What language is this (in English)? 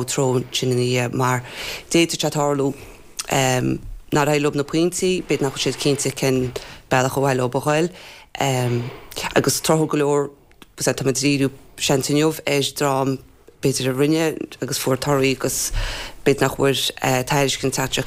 Irish